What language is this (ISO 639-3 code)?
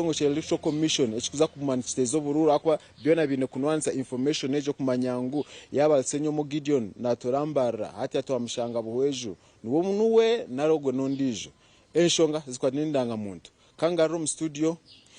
nyn